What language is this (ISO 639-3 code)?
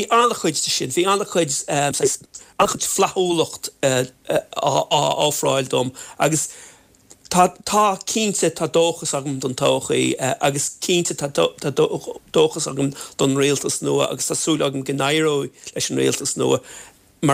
gle